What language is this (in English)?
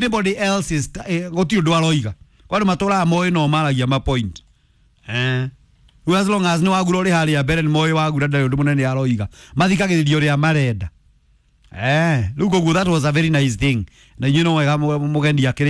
Kikuyu